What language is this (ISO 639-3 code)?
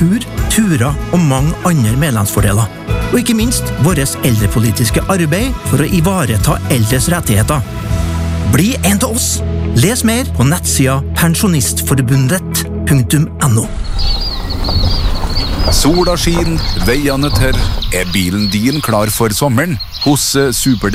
nor